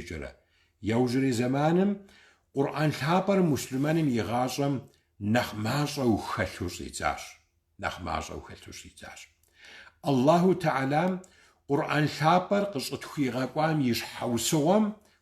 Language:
Kabardian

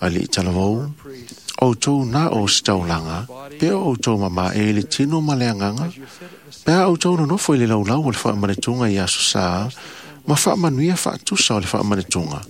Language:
Samoan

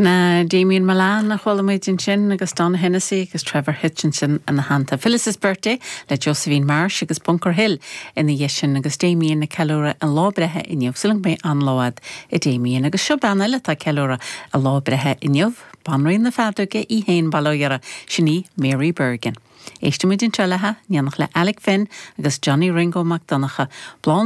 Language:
Irish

